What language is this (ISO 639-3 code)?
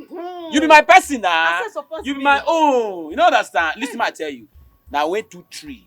pcm